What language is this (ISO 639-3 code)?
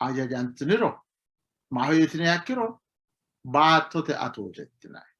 sid